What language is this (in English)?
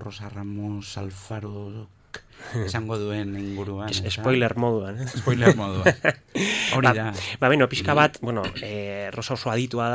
Basque